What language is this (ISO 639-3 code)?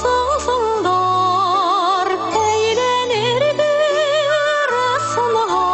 bak